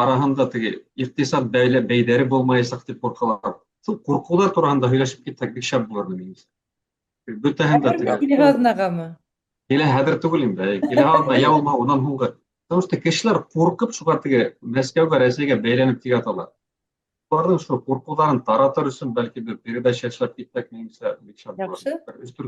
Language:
Bashkir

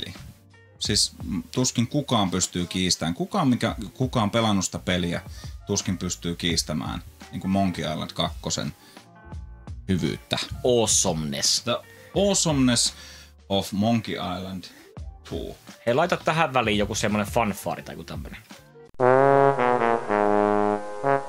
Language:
Finnish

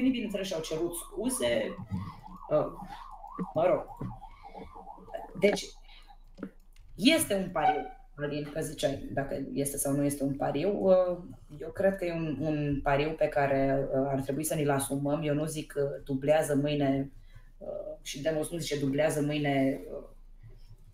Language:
Romanian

